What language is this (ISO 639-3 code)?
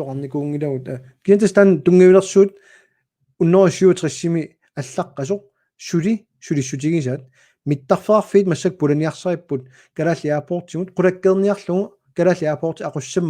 kal